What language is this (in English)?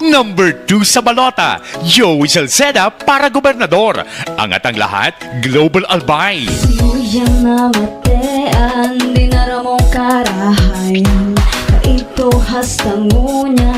Bikol